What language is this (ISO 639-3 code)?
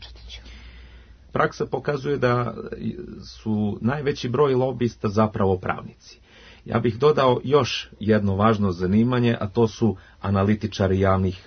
srp